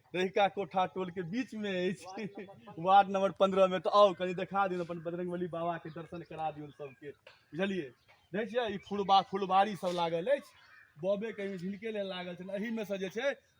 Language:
Maithili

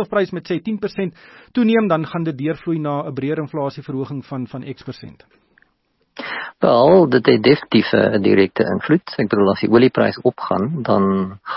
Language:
Afrikaans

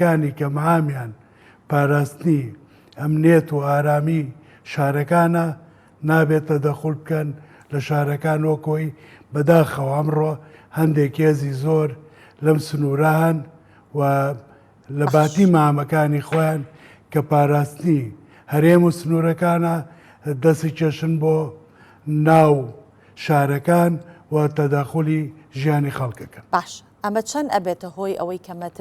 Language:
Central Kurdish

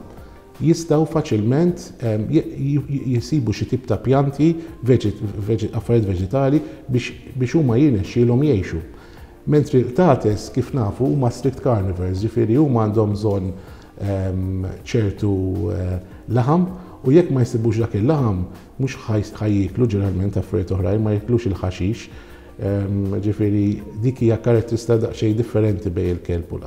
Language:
Maltese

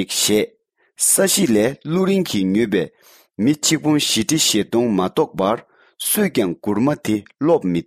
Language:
Tibetan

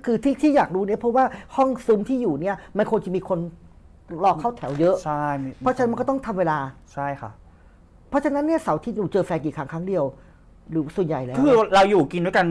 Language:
Thai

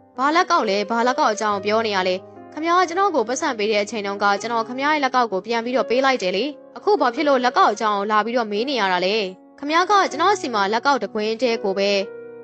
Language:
Burmese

